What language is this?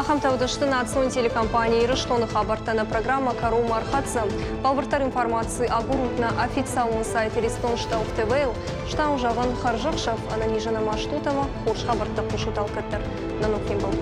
Ossetic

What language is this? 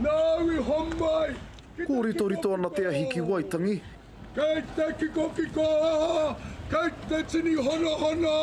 Māori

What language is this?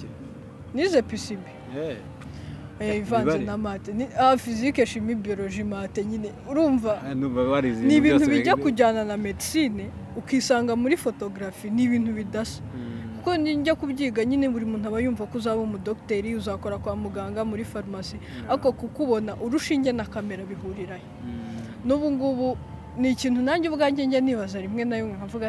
Kinyarwanda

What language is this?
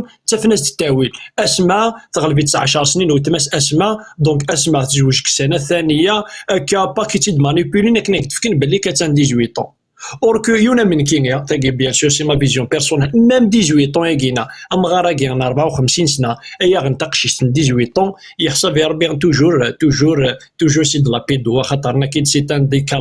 Kabyle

